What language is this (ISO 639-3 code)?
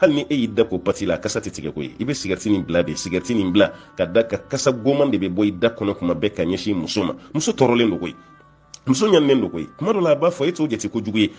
bam